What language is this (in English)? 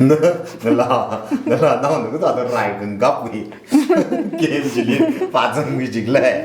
Tangkhul Naga (India)